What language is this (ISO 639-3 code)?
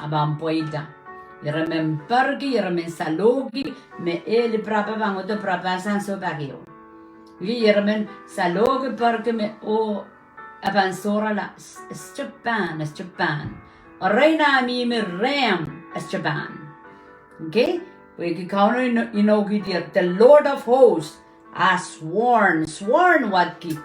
pon